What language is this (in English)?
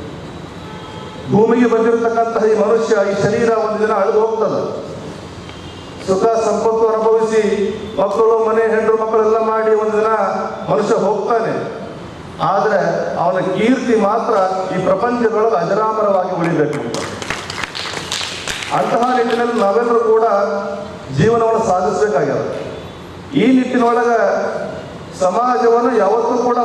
Kannada